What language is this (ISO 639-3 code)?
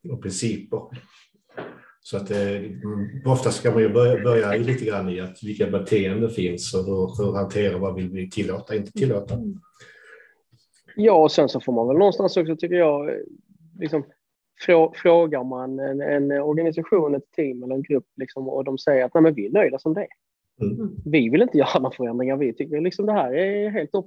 swe